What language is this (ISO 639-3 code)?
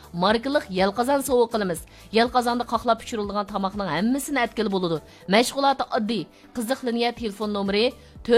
uig